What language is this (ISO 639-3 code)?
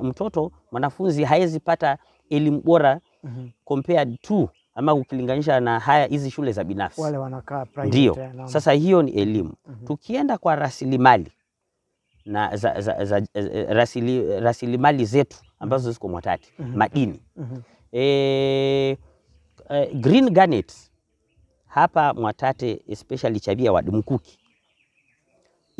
swa